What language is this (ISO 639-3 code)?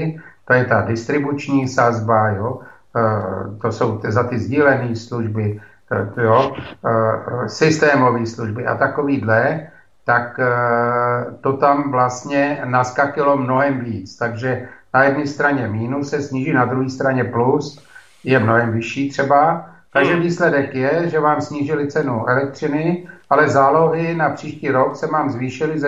ces